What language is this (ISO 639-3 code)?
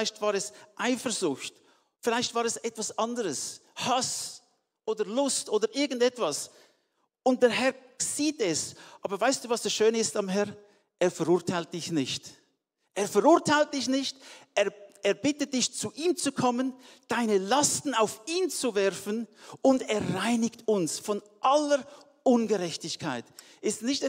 gsw